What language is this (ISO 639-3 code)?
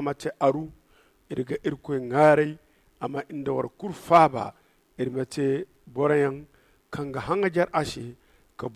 dje